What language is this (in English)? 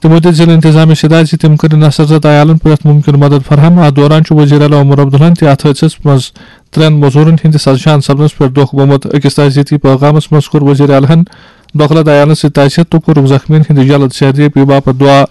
Kashmiri